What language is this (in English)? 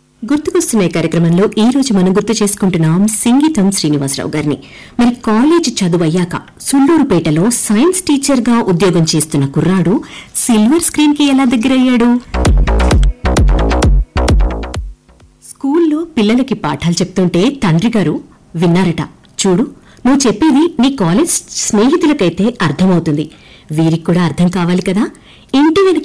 Telugu